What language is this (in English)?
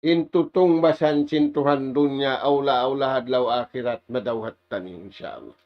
Tausug